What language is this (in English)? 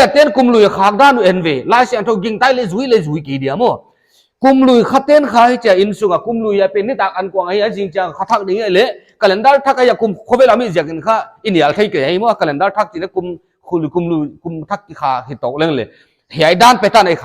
Paite Chin